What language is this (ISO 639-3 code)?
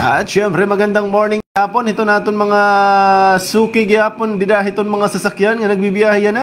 war